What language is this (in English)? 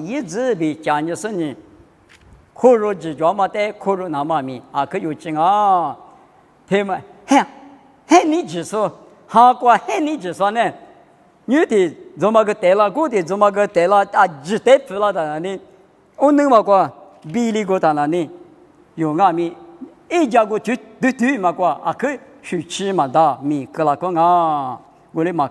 Lisu